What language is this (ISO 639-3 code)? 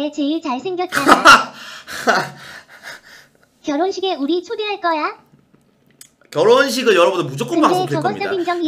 kor